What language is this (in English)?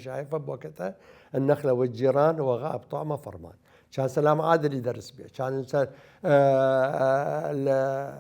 Mesopotamian Arabic